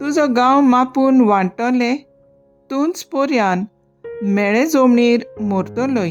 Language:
Konkani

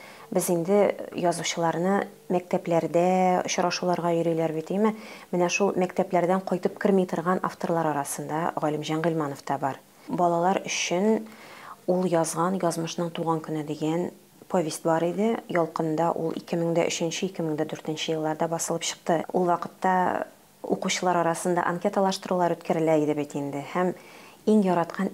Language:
Tatar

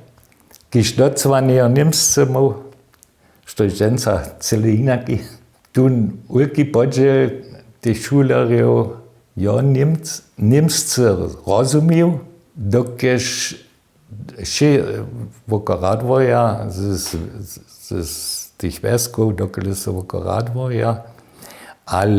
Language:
Upper Sorbian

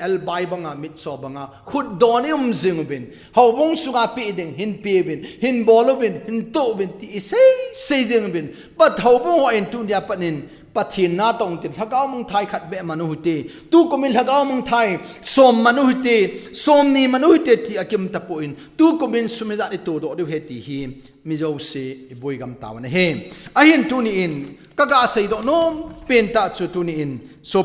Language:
Thado Chin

